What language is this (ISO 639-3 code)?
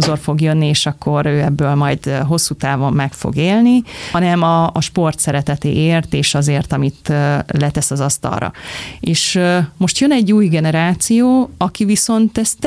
hun